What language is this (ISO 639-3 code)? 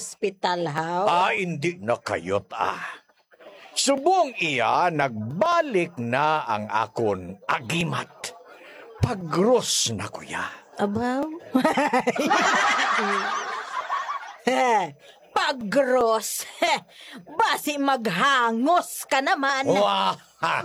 hil